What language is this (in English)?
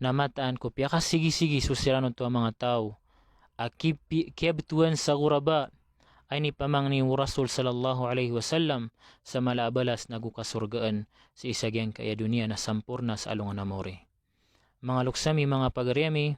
Maranao